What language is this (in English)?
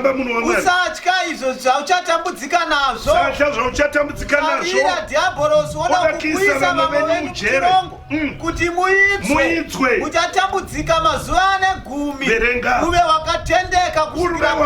Shona